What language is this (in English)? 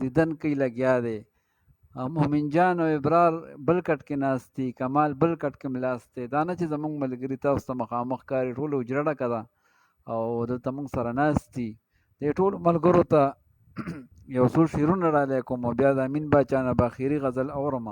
Pashto